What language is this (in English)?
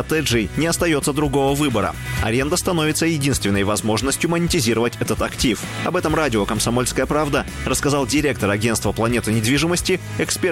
Russian